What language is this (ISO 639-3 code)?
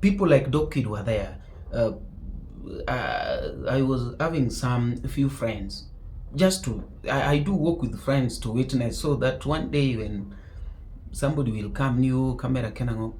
luo